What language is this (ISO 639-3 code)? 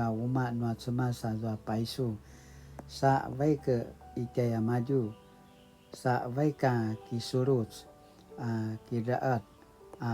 pwn